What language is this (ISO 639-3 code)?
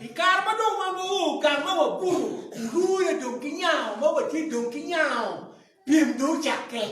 ach